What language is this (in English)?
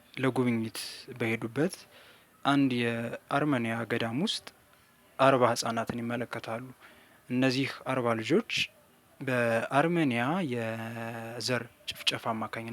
Amharic